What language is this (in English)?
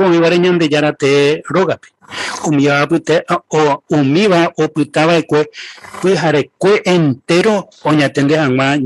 Guarani